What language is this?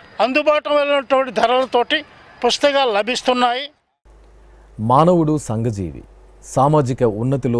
Telugu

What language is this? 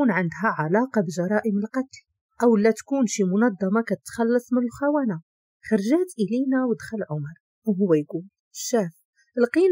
Moroccan Arabic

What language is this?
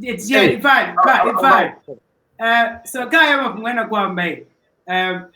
Venda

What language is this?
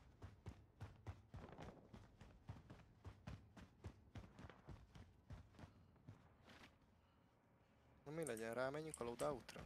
Hungarian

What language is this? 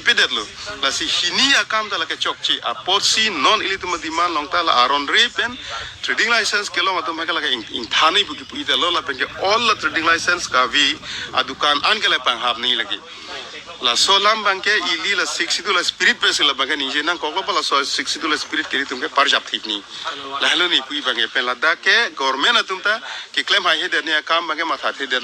Karbi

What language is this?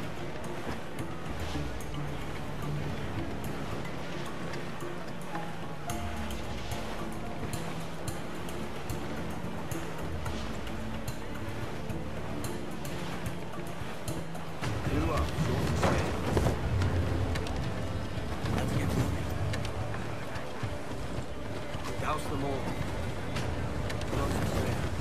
Portuguese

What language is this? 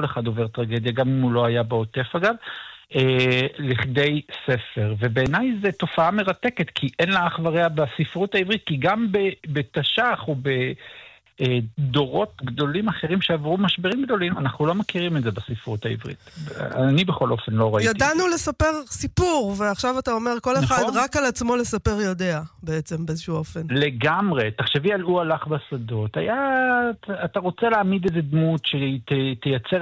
Hebrew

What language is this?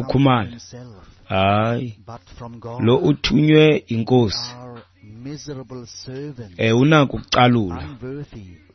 Xhosa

